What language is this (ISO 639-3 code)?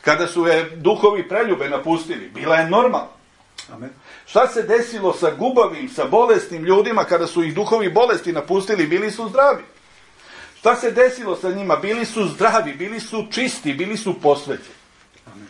srp